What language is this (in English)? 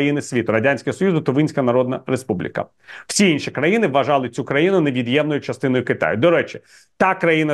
Ukrainian